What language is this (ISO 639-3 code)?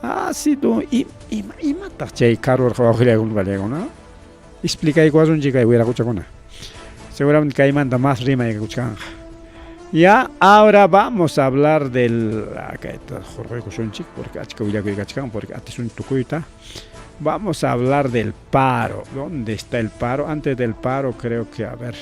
quy